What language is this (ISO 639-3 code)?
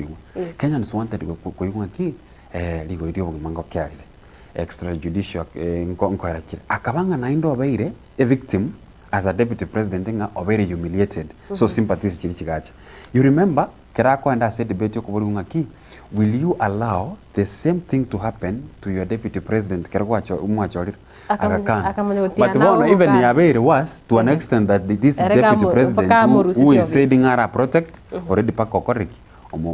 guz